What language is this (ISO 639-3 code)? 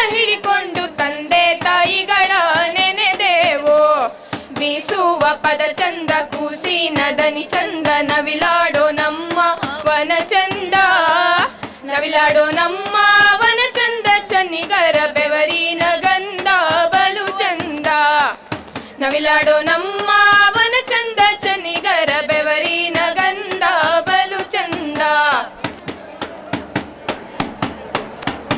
kan